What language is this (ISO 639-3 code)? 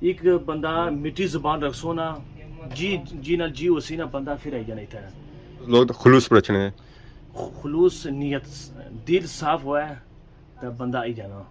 phr